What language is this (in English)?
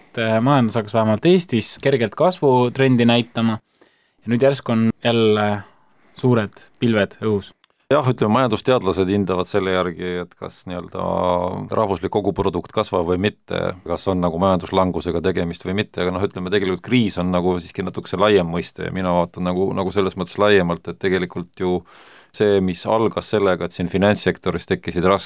Estonian